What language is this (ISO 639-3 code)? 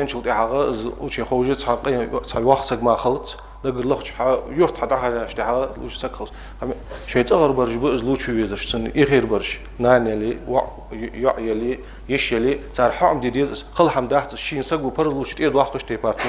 inh